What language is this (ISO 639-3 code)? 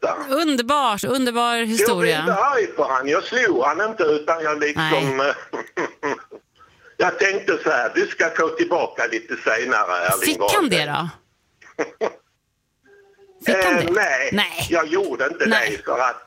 swe